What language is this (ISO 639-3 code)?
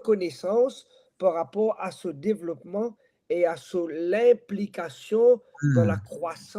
mfe